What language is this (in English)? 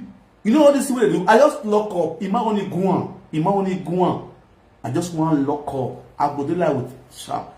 Nigerian Pidgin